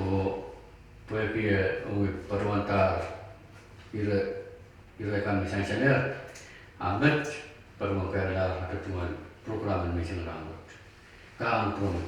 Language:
Pohnpeian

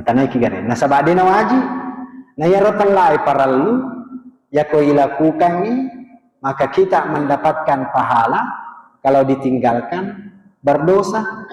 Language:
Buginese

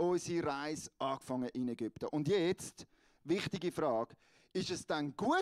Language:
Swiss German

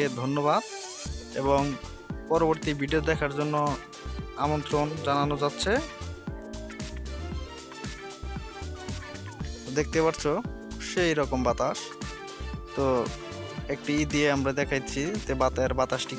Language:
Bangla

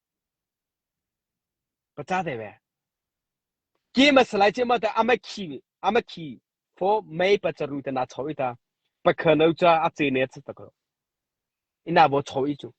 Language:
Mara Chin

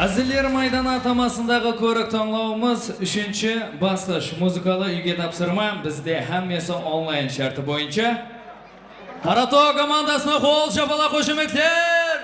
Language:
Kara-Kalpak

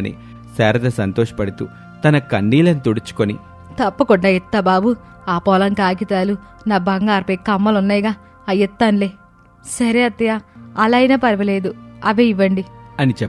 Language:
Telugu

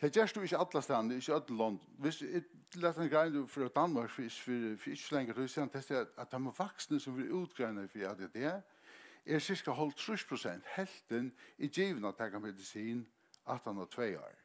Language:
Faroese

